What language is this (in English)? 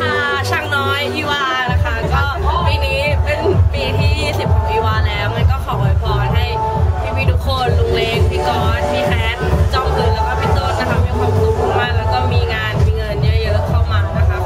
Thai